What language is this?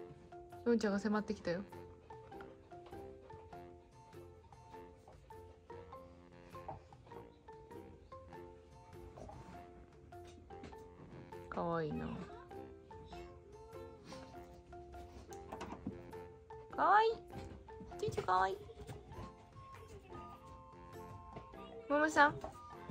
Japanese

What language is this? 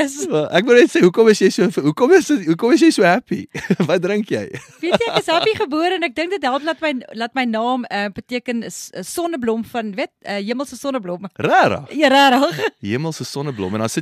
Afrikaans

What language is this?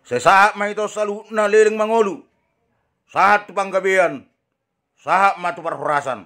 Batak Toba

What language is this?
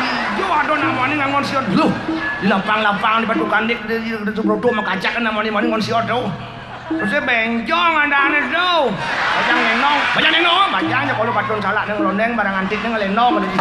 Balinese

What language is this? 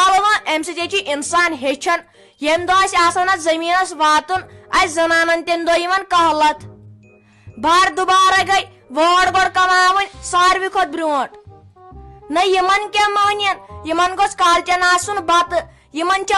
Kashmiri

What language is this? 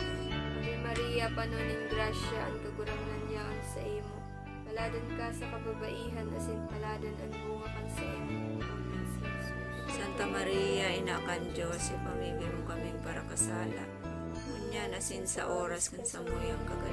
Bikol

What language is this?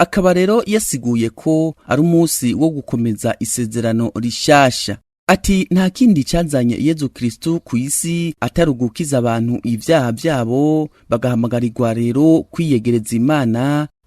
Rundi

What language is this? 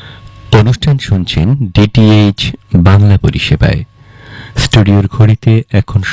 Bangla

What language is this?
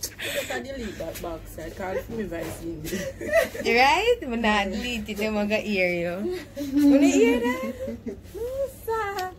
Jamaican Creole English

